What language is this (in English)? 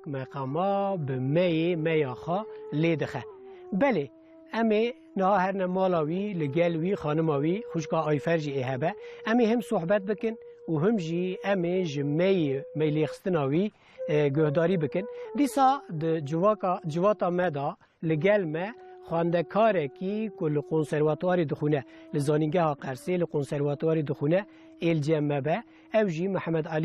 Kurdish